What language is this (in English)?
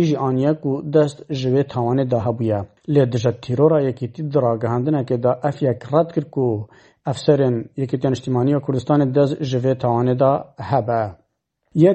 Kurdish